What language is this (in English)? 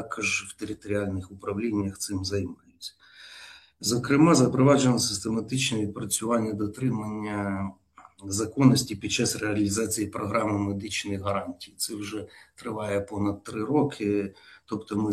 Ukrainian